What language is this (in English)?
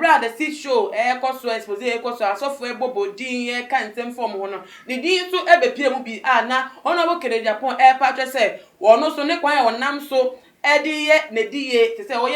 Akan